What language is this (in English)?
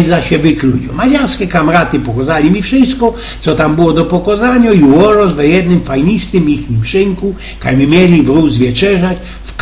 Silesian